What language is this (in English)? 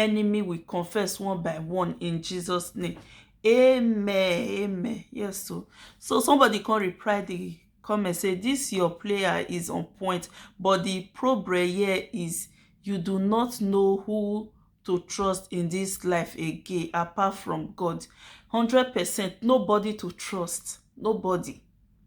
Nigerian Pidgin